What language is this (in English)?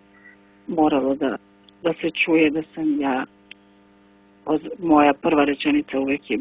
Croatian